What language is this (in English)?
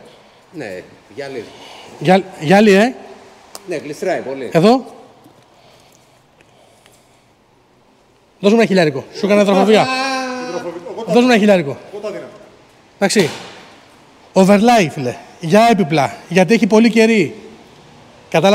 Greek